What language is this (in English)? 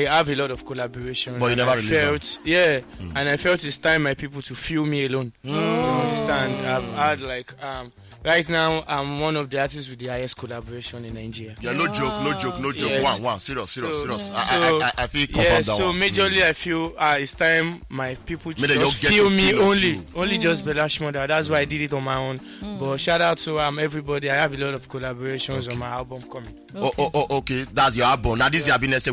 Nigerian Pidgin